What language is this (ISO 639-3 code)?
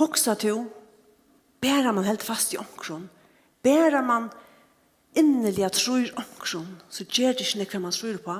fao